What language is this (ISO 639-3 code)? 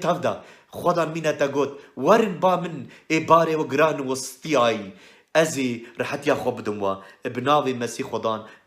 kur